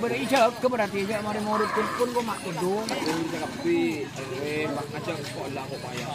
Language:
Madurese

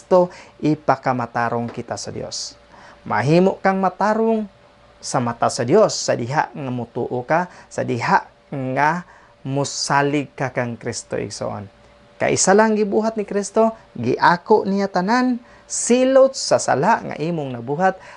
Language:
Cebuano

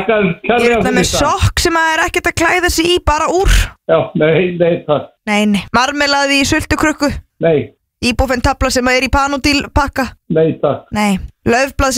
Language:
Icelandic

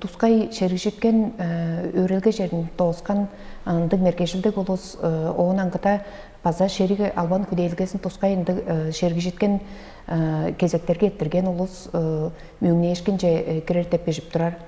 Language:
Tuvinian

